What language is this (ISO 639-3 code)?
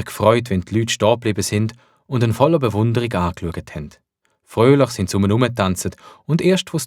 gsw